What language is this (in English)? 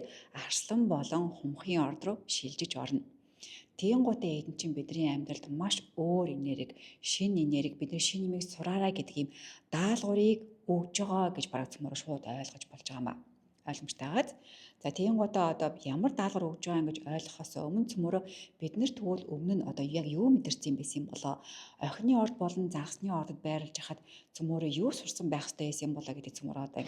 Mongolian